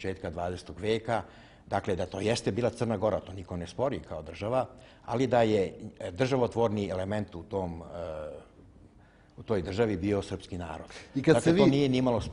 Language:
Serbian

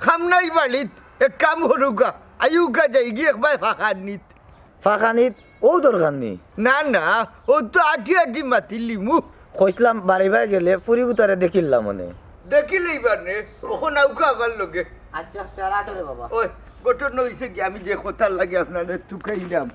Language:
Sylheti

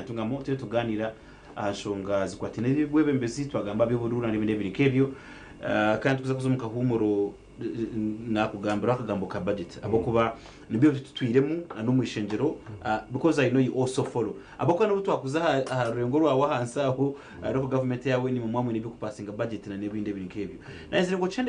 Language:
Nyankole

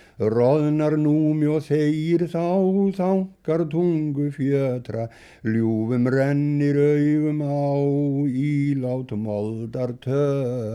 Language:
Icelandic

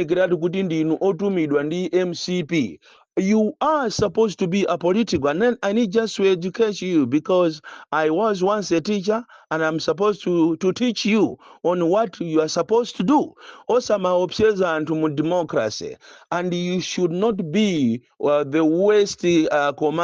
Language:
Nyanja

